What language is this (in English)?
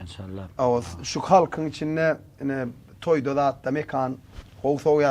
Turkmen